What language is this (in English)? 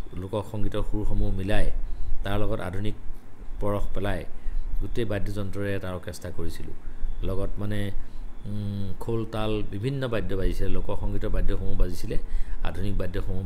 Assamese